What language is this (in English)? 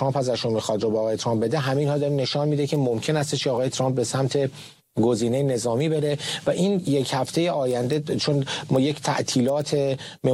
Persian